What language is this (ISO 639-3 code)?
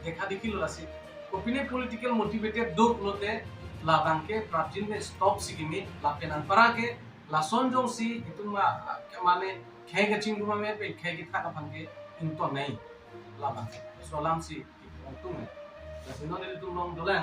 mjw